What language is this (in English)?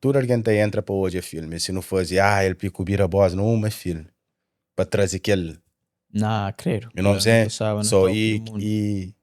Kabuverdianu